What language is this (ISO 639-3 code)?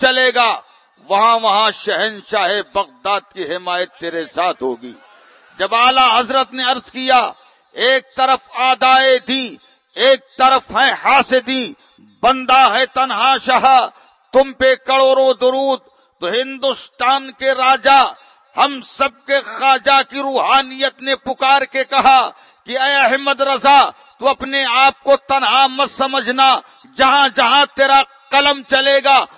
urd